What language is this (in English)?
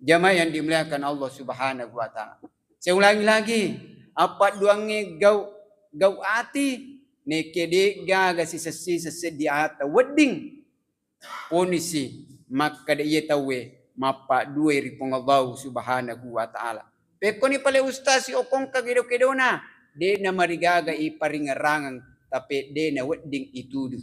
Buginese